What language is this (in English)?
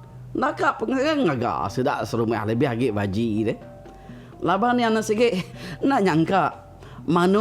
Iban